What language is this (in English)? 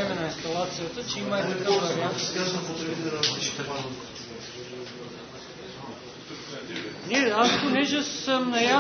Bulgarian